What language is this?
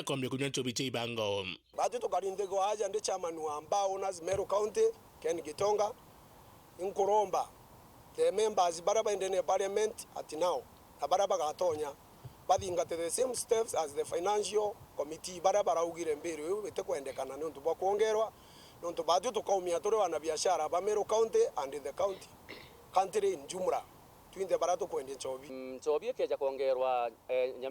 Meru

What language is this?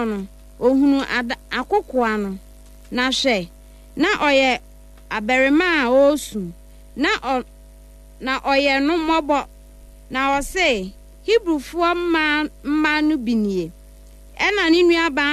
Akan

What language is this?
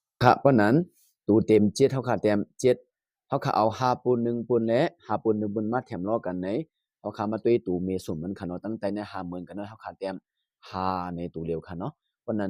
Shan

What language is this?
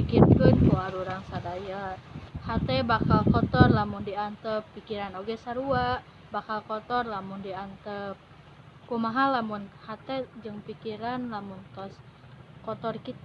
Sundanese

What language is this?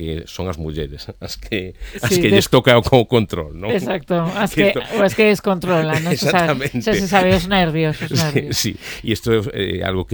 Galician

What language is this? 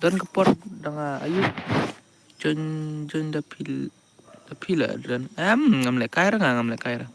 Khasi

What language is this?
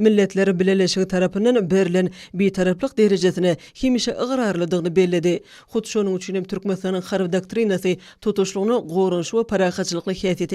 Turkmen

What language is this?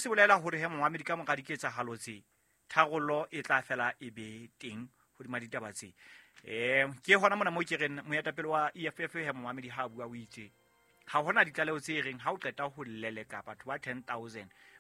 Southern Sotho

